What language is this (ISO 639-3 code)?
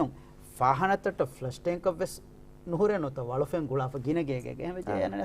div